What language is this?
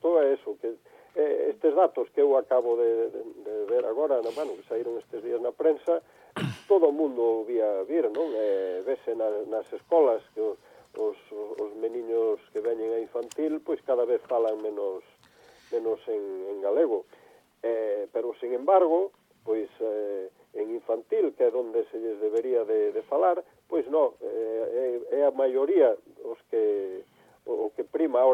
Galician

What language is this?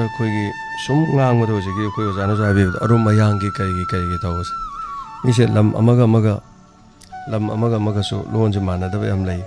Manipuri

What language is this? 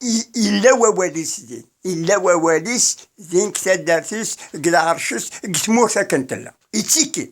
Kabyle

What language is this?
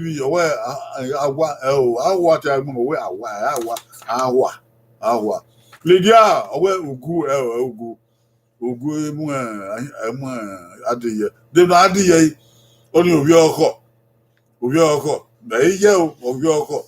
Bini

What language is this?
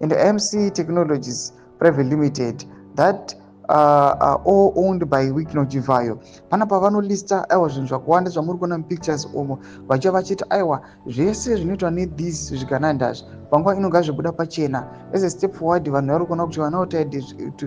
Shona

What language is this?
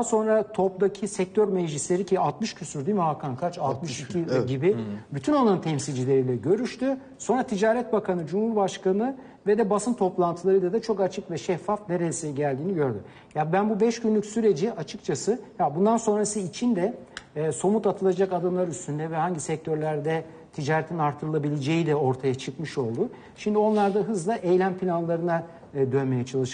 Turkish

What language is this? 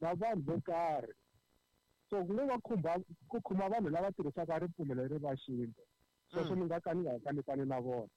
Tsonga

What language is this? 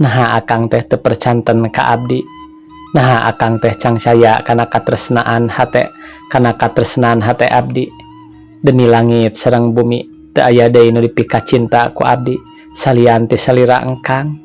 Sundanese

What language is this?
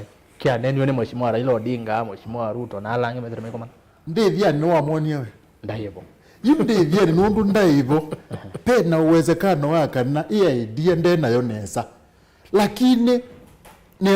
Kamba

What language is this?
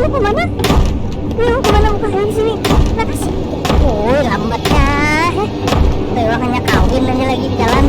Banjar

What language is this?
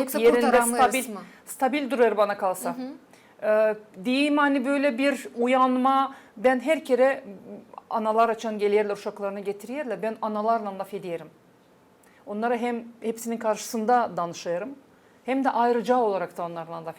Gagauz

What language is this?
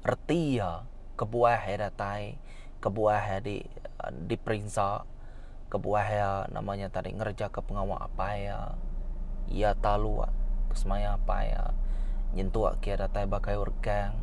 Iban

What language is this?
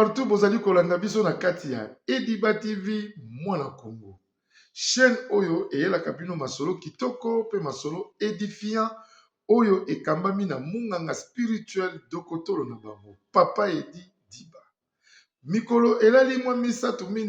Lingala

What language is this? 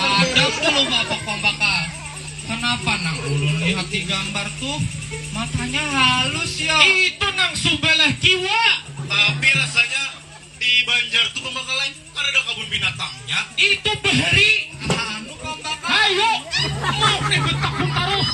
Banjar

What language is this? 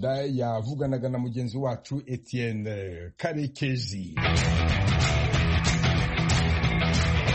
Kinyarwanda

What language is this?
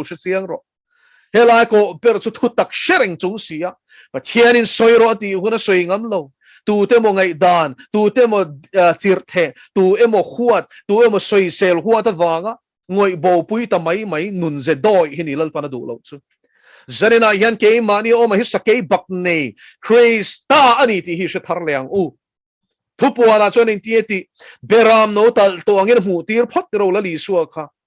Mizo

